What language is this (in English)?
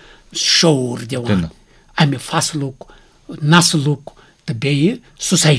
Kashmiri